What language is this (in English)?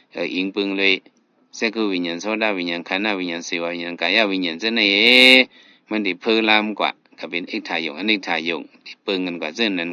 Shan